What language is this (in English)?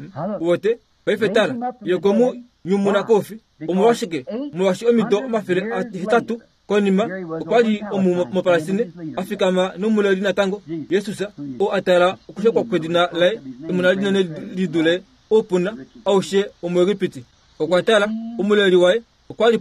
Kuanyama